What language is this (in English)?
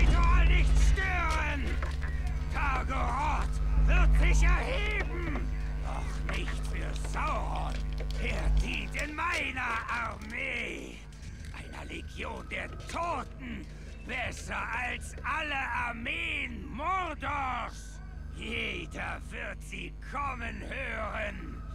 German